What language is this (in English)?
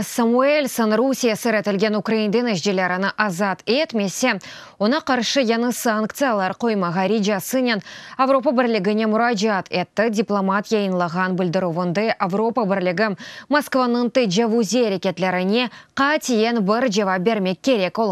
Crimean Tatar